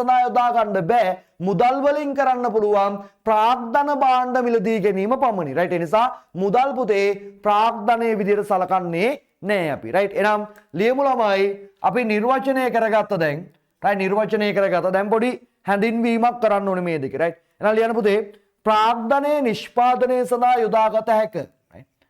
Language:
Sinhala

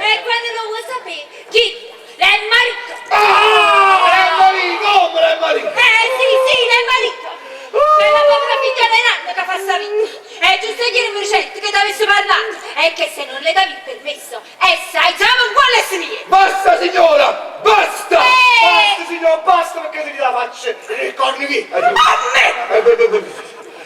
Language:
Neapolitan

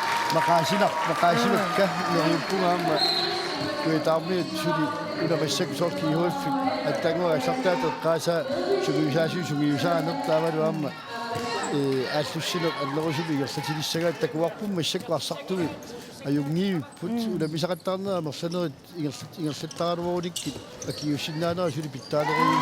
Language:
Kalaallisut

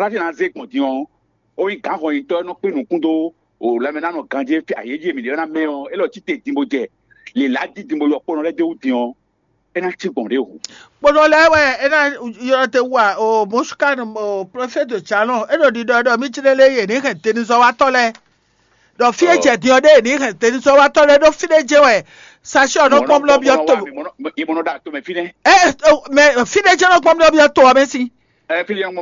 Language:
Fon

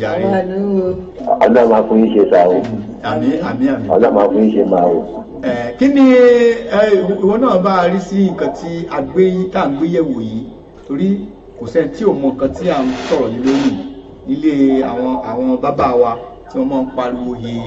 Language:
Yoruba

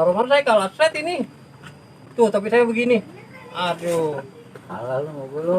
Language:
Betawi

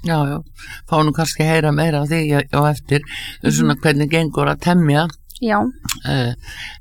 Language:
Icelandic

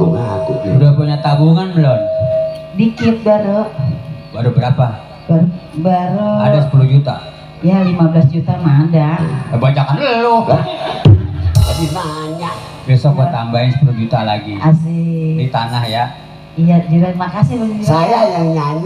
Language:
Betawi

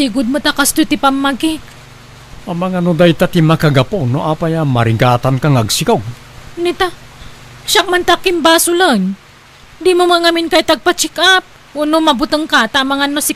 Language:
Iloko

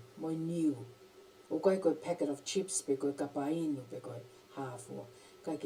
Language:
Tongan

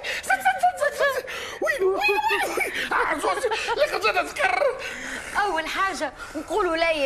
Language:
Tunisian Arabic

